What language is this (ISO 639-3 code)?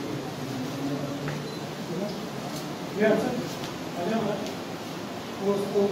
hin